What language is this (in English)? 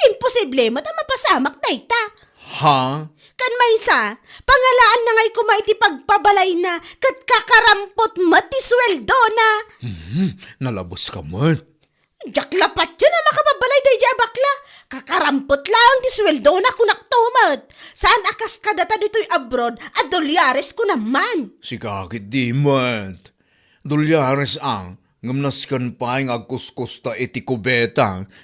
Iloko